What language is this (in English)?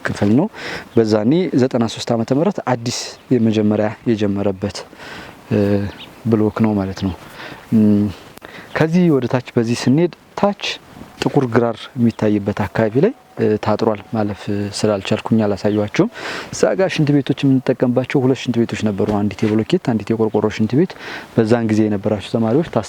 Amharic